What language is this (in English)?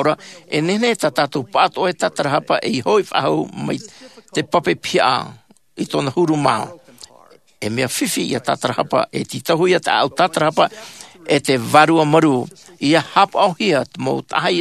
Tahitian